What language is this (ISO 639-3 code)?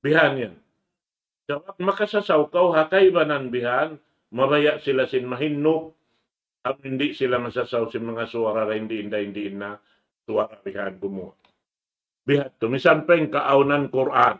tsg